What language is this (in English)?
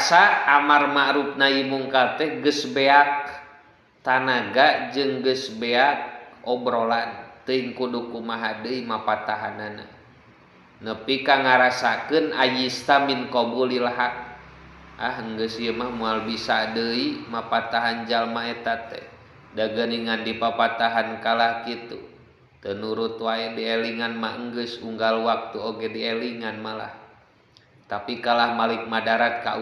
Sundanese